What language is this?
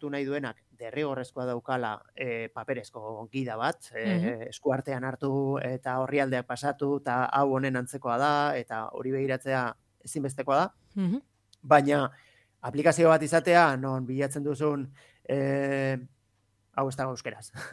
Basque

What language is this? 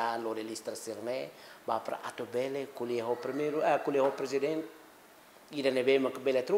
Tetum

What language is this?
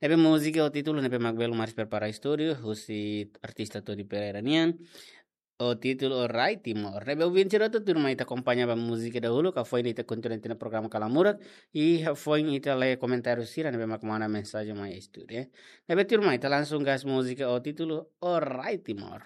Tetum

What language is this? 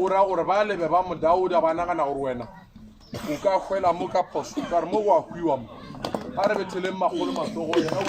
Northern Sotho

